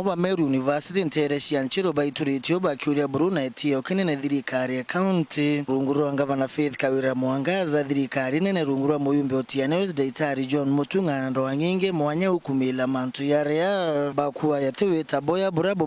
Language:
Meru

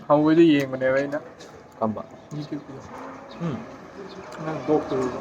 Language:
Manipuri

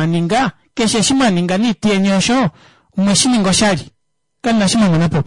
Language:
Kuanyama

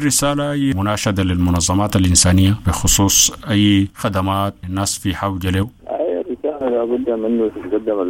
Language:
Sudanese Arabic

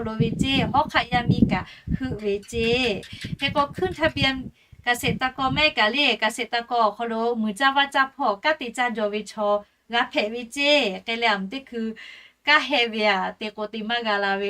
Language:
Lahu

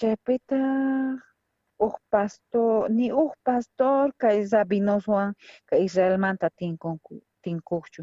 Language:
South Bolivian Quechua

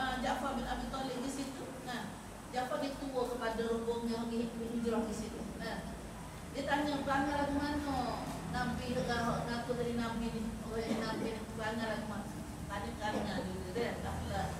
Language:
Malay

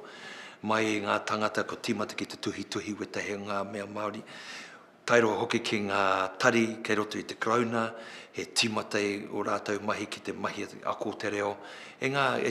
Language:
Māori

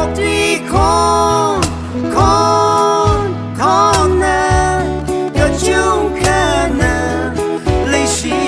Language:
Tangkhul Naga (India)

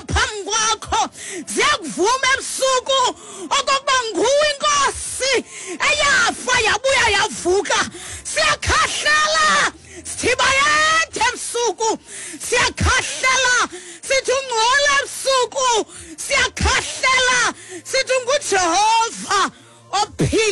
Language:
Xhosa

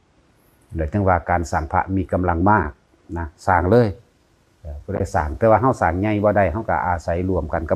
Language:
Northeastern Thai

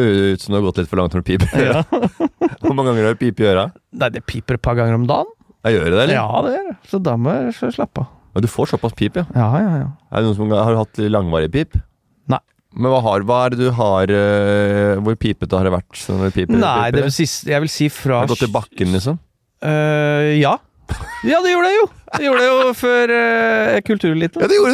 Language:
Norwegian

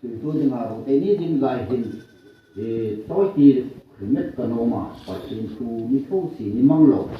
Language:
Hmar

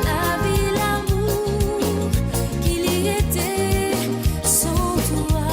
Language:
Morisyen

